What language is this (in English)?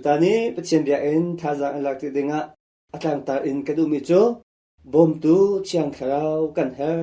Hakha Chin